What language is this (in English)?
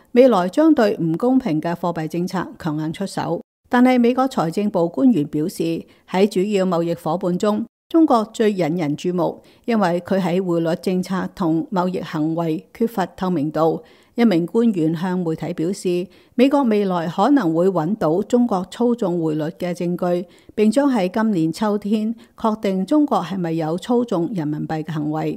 Cantonese